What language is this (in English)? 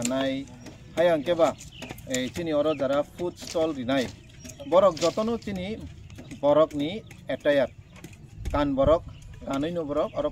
Kok Borok